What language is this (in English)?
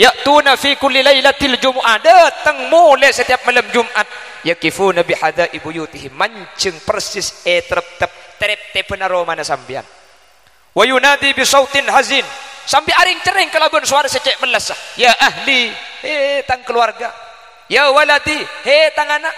Madurese